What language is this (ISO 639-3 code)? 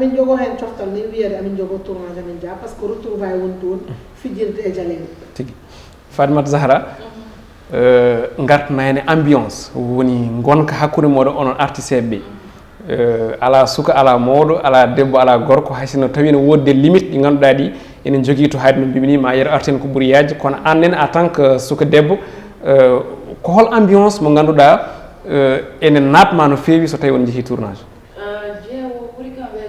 ful